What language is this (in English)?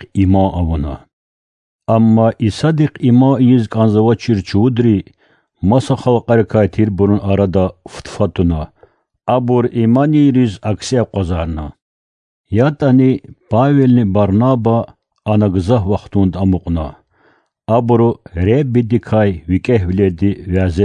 Lezghian